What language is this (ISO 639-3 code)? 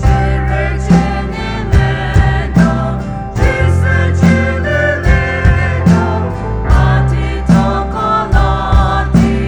pmx